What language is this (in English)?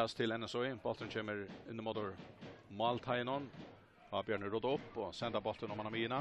Faroese